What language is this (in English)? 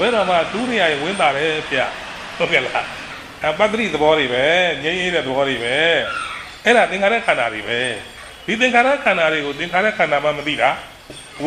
Burmese